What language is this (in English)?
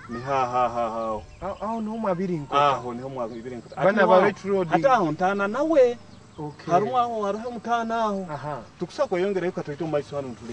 Nyoro